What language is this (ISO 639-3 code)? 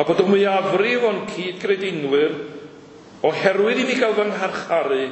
cym